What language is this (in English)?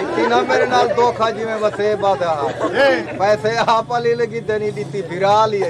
Saraiki